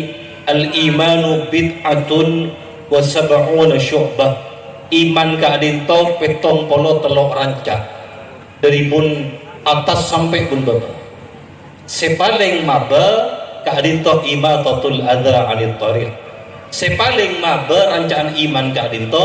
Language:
Madurese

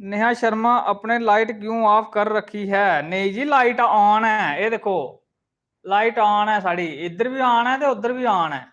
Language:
Dogri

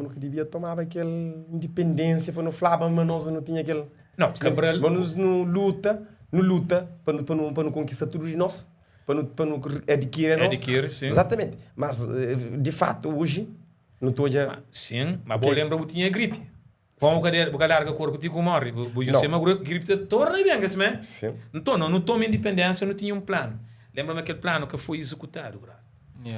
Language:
Kabuverdianu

